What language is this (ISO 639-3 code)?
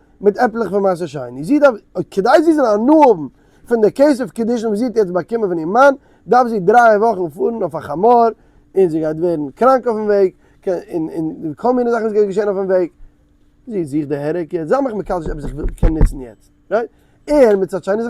yid